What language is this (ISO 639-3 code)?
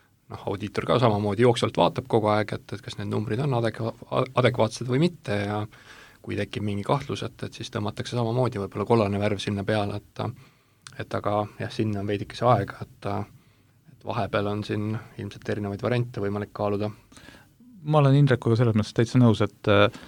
est